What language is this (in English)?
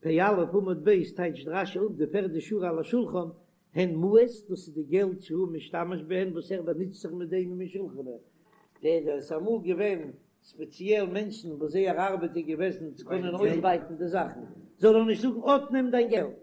Yiddish